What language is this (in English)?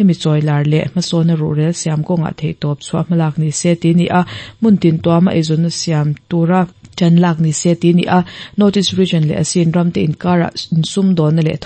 Mizo